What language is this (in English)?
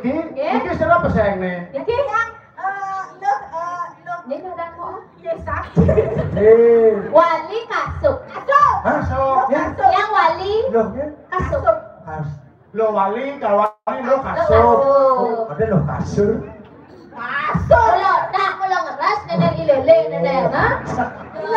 Balinese